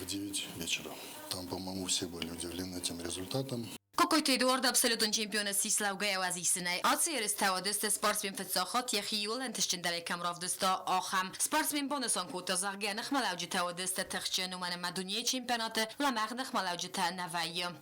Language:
Ossetic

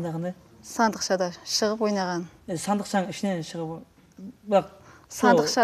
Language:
Kara-Kalpak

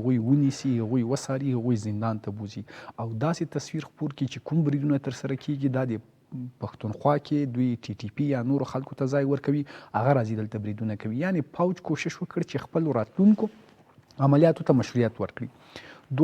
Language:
Pashto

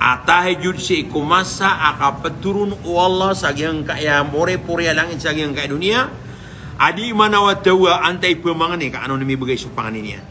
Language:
Maranao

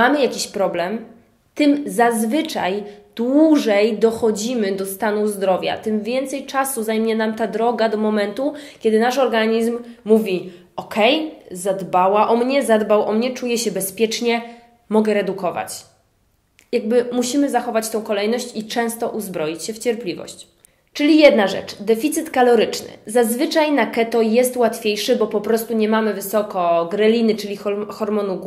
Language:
Polish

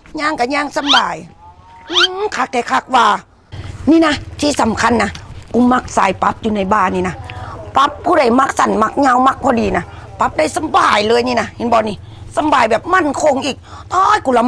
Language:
Northeastern Thai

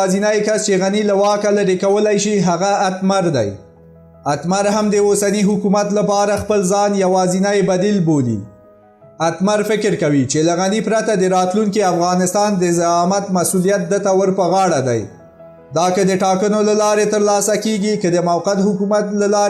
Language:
Pashto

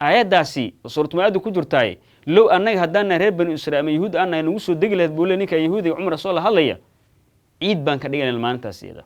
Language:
Somali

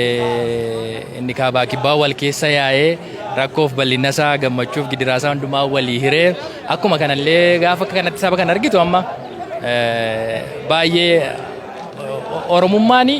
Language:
Oromo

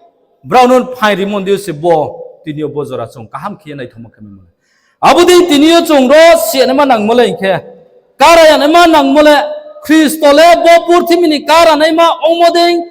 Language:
Riang (India)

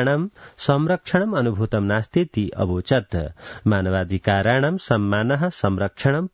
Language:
Sanskrit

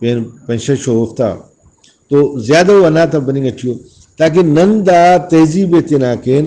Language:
Brahui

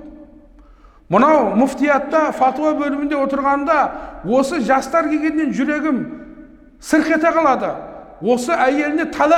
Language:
Kazakh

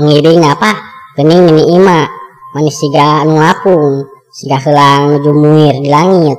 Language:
Sundanese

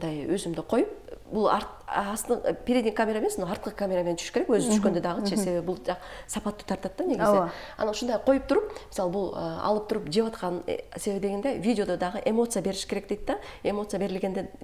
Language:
Kyrgyz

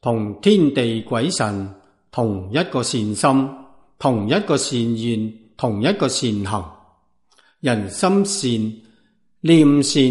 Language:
Cantonese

